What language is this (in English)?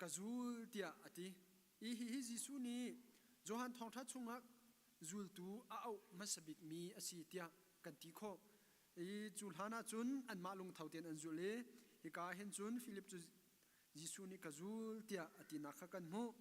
Hakha Chin